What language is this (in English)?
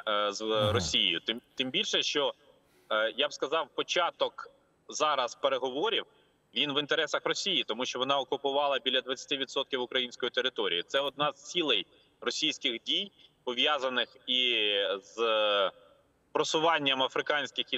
Ukrainian